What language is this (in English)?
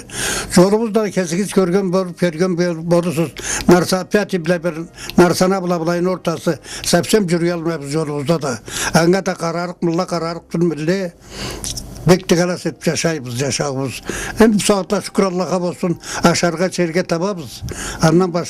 Karachay-Balkar